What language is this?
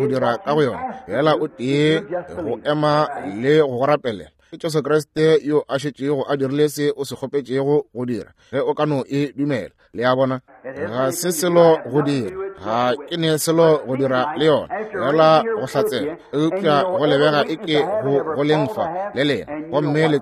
Northern Sotho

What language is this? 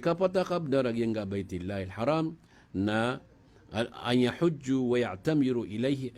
Maranao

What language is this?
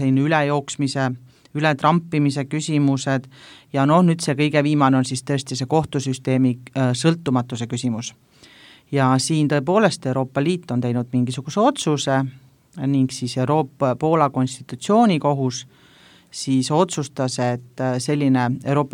Estonian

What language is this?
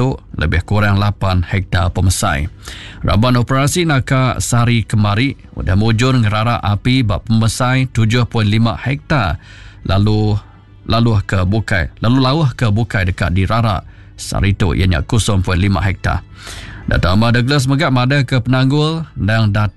Iban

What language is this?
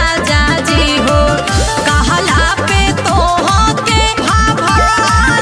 Bhojpuri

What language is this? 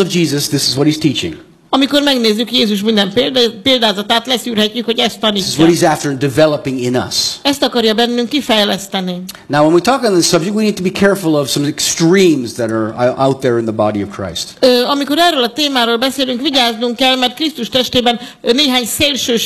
Hungarian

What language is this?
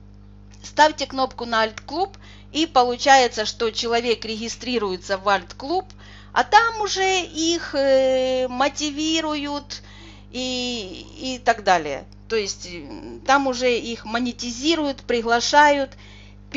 Russian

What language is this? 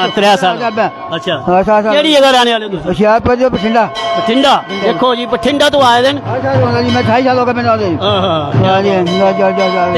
Dogri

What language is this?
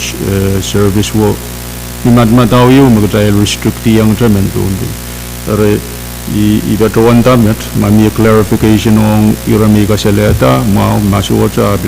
Pohnpeian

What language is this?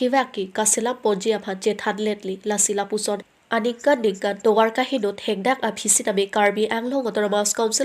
Karbi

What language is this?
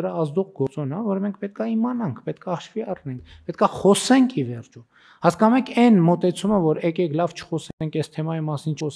Armenian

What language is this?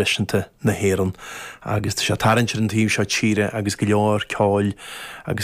Irish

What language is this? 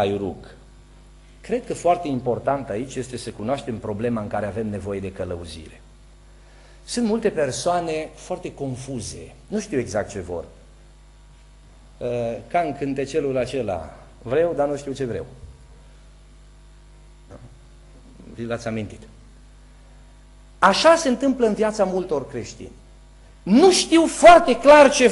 Romanian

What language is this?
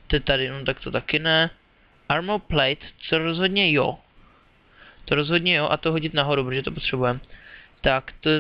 Czech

